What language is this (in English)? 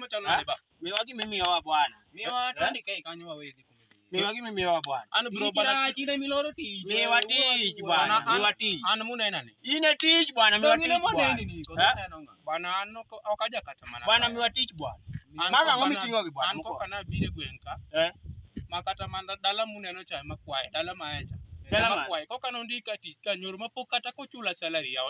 Luo (Kenya and Tanzania)